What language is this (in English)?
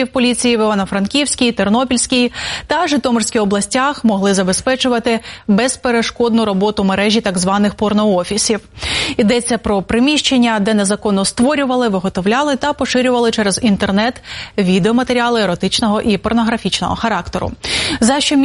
Ukrainian